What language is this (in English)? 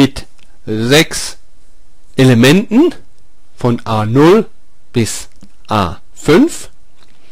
German